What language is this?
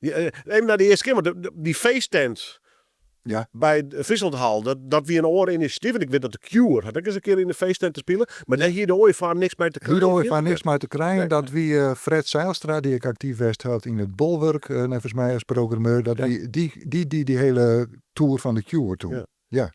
Western Frisian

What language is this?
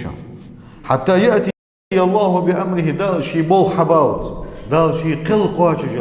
Ingush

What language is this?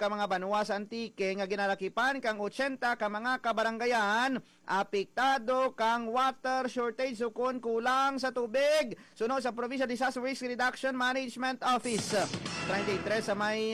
Hiligaynon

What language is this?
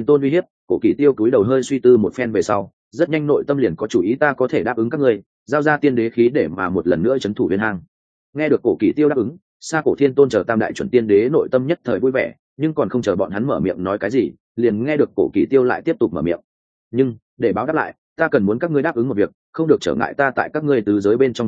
Vietnamese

